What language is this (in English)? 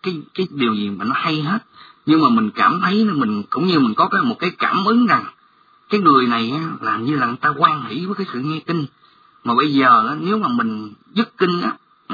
Vietnamese